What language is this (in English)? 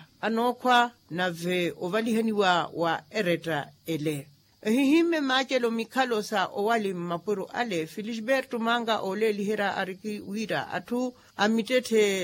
Makhuwa